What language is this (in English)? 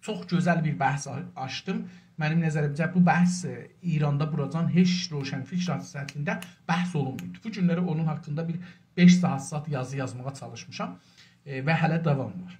South Azerbaijani